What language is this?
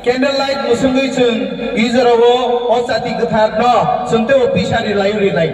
Kok Borok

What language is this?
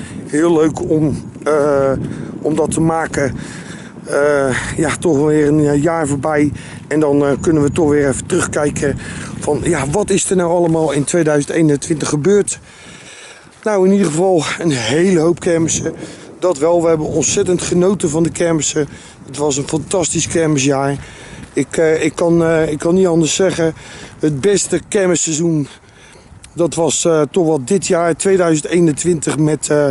Dutch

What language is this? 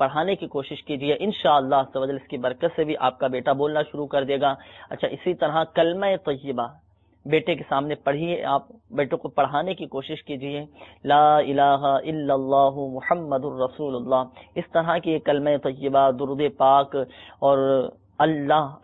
Urdu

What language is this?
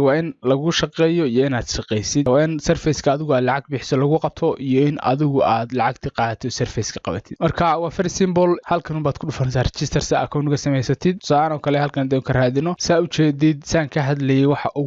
Somali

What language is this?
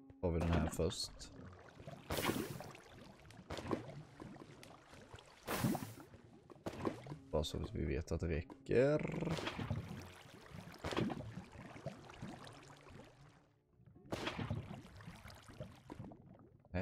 Swedish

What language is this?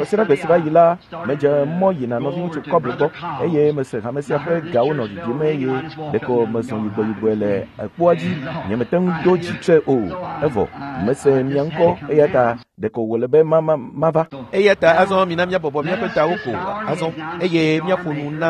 Ewe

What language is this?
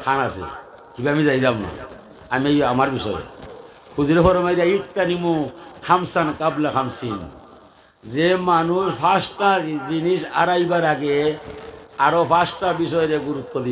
Sylheti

